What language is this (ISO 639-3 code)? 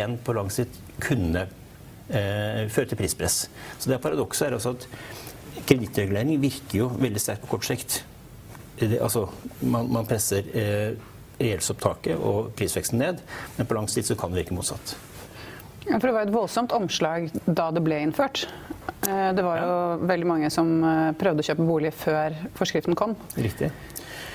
nor